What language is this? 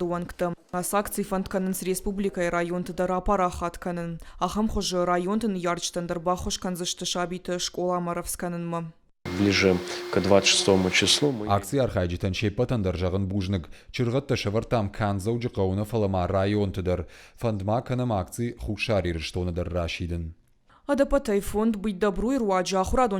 Ossetic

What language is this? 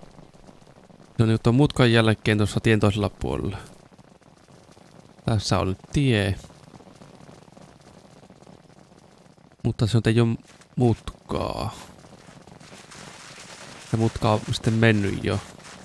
Finnish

